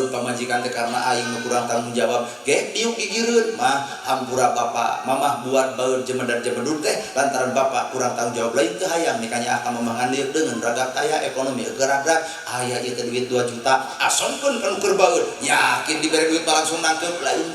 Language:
Sundanese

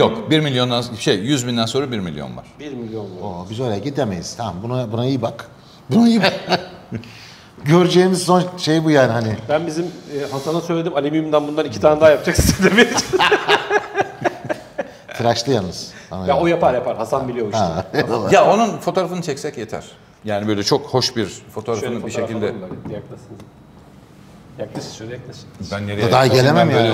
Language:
Turkish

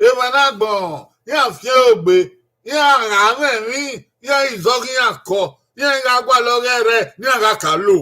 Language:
Bini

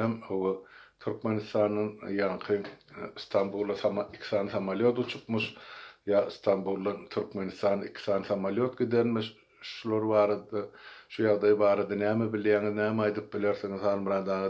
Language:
Turkmen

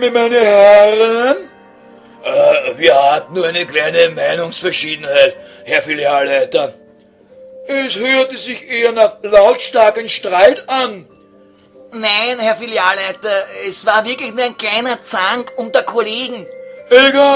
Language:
Bavarian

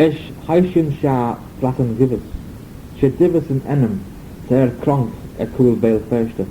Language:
Manx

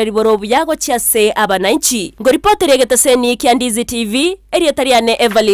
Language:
Gusii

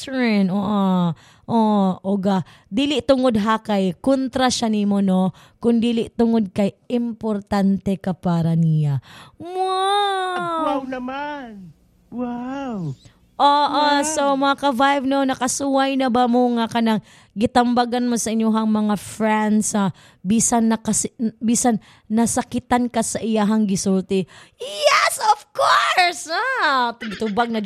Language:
Cebuano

